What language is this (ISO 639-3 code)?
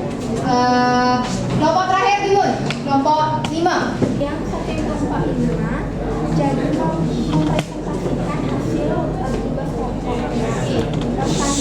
ban